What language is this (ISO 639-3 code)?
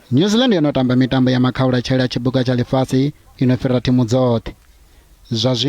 ven